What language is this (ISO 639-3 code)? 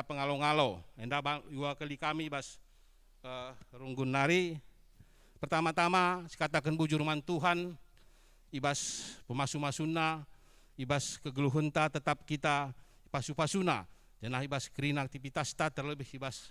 btx